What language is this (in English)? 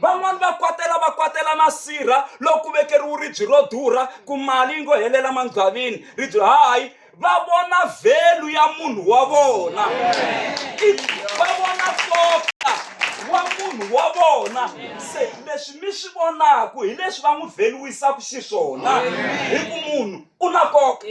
Tsonga